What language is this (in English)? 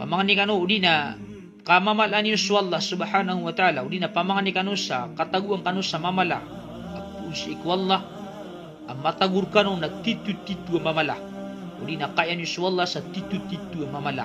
Maranao